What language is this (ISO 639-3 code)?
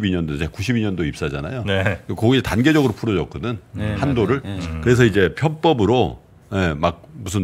kor